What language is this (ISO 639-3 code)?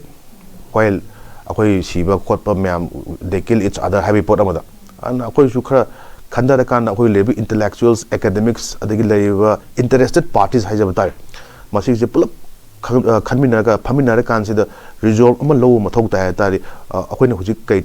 mni